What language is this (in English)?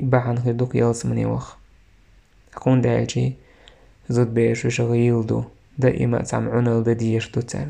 Chechen